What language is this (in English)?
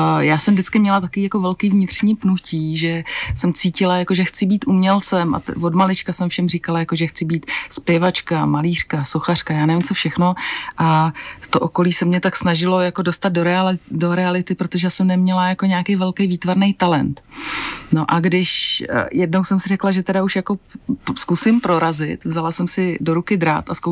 Czech